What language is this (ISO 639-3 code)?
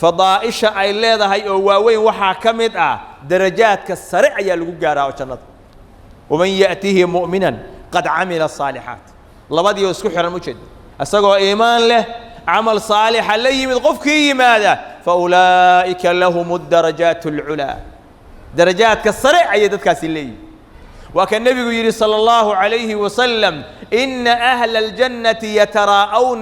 som